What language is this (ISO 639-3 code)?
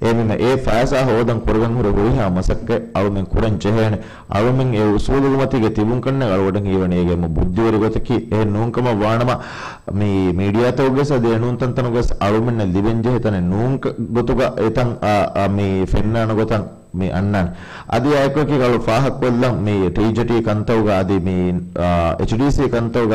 div